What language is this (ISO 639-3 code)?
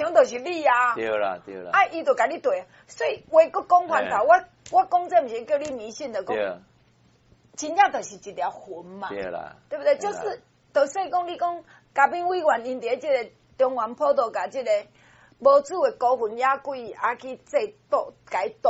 nan